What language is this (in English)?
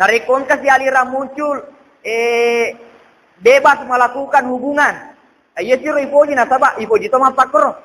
Buginese